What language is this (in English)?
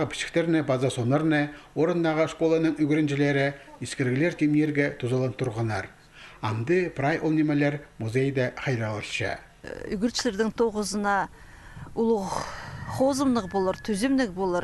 Khakas